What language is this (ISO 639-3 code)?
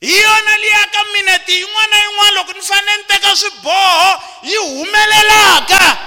tso